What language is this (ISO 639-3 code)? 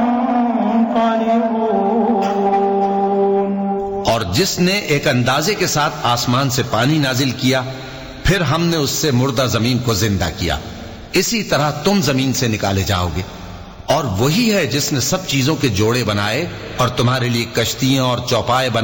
urd